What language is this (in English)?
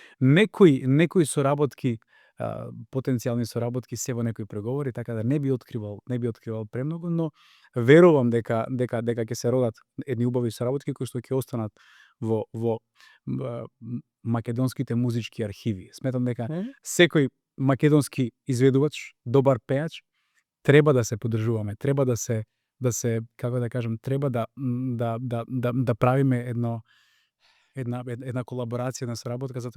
Macedonian